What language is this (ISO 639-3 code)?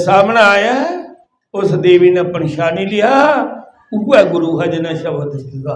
doi